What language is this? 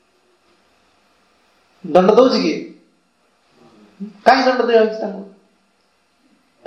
Odia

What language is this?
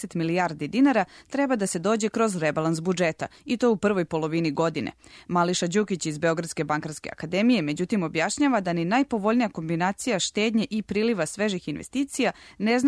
Serbian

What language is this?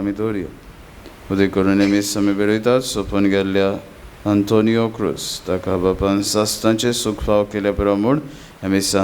Konkani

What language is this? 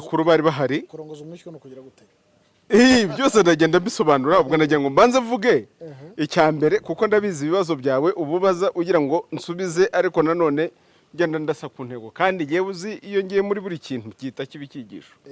Kinyarwanda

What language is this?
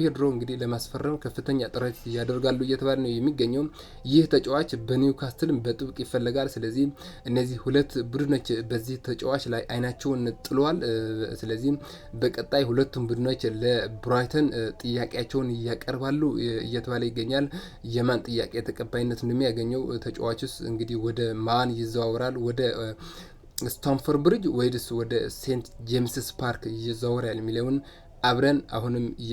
Amharic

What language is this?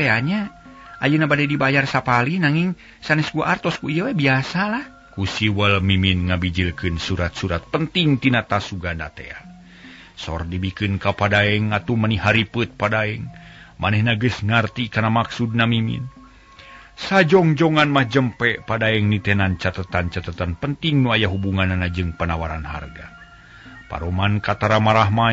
Sundanese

